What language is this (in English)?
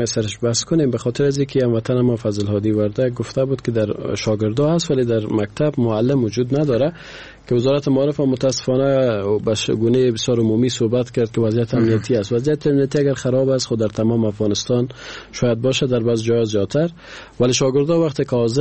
Persian